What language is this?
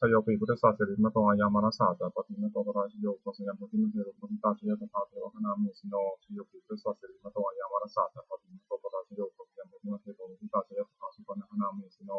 Pali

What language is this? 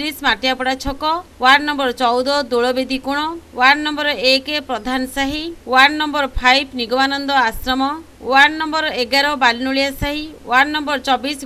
Odia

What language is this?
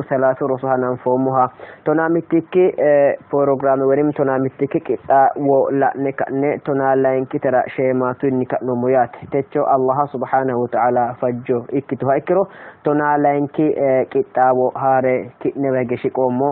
Sidamo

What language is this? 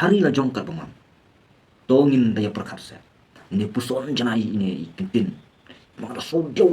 Khasi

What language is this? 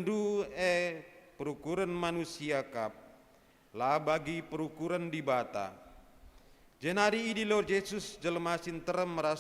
Batak Karo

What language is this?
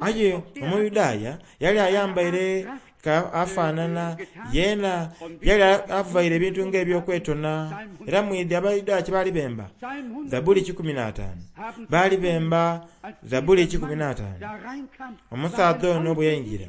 Soga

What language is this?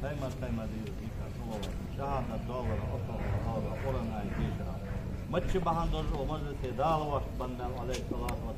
Ingush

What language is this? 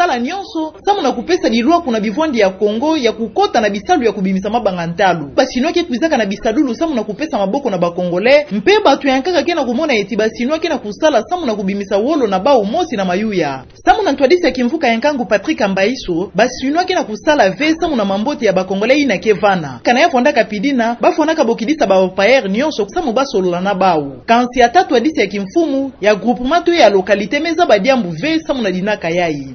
Kituba (Democratic Republic of Congo)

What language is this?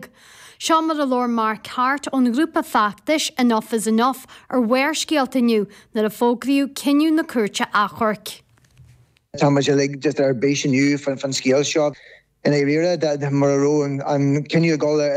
Irish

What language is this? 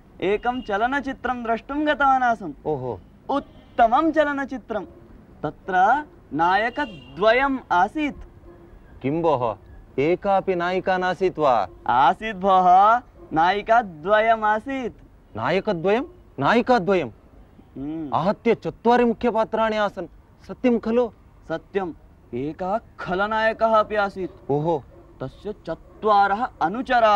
Sanskrit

